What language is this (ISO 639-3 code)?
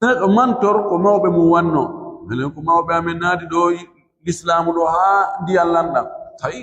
ful